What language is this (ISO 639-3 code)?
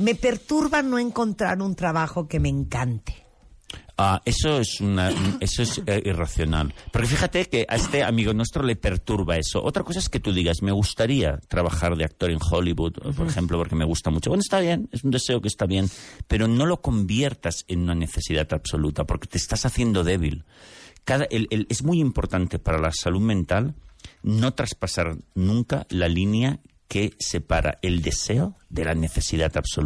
spa